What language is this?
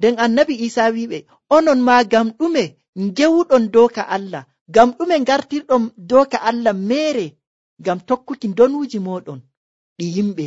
Nigerian Fulfulde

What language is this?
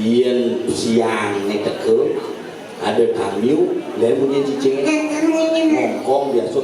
Balinese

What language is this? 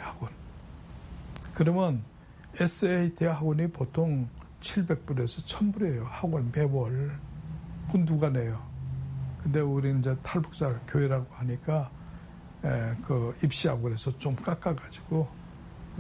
Korean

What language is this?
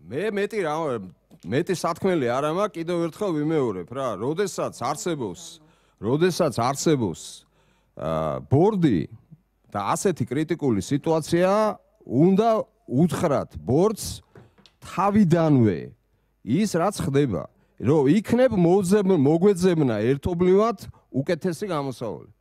Georgian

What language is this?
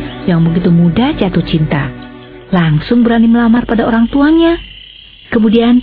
Indonesian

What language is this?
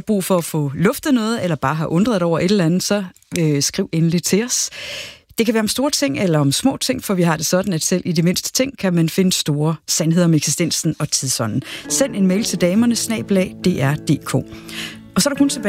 Danish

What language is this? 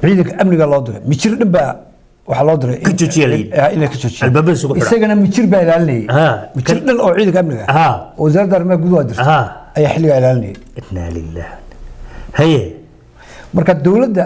Somali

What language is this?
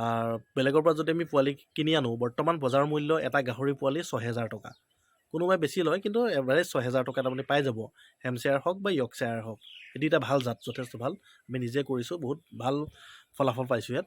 Assamese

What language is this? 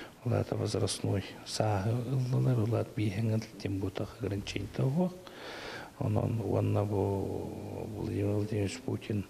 Yakut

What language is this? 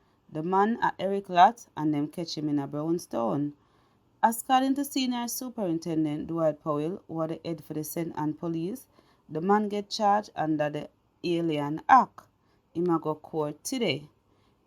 Jamaican Creole English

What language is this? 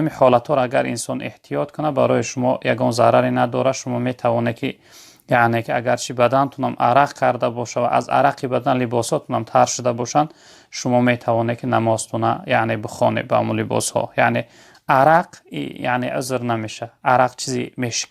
Tajik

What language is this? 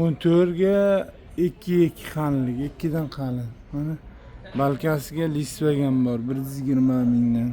Uzbek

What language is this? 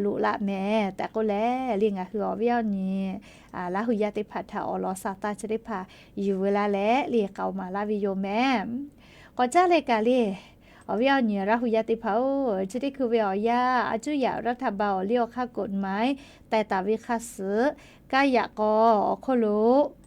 Lahu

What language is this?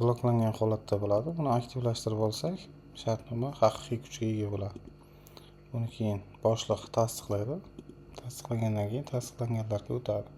Uzbek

